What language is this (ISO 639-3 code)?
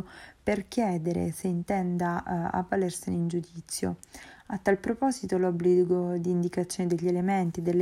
ita